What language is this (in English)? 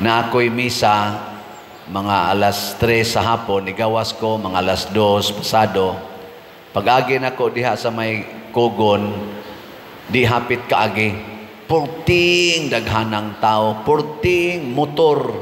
Cebuano